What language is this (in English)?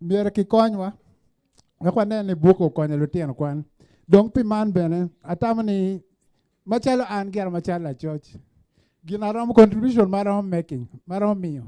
Acoli